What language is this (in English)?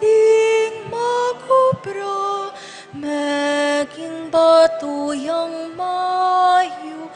Pampanga